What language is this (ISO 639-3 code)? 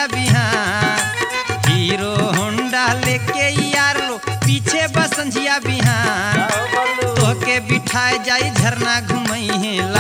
bho